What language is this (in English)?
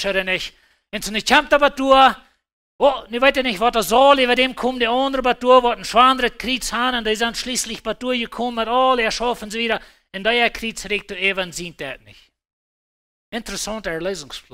Plautdietsch